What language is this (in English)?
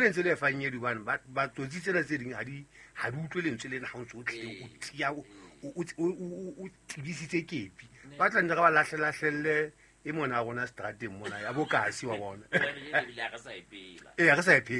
Southern Sotho